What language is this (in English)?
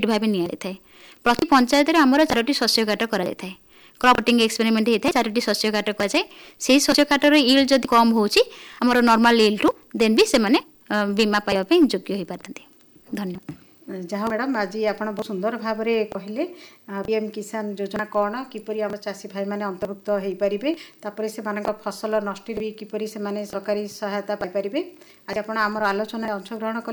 Odia